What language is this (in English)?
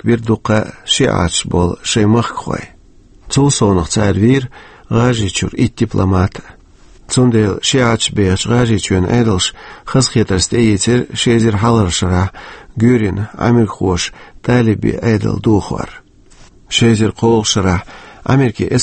Chechen